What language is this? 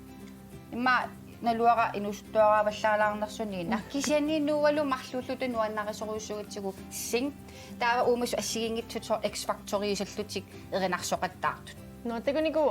Kalaallisut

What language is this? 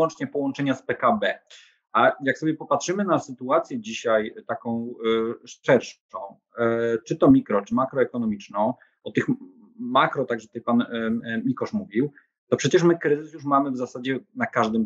Polish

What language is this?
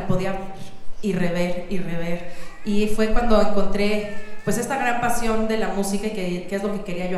Spanish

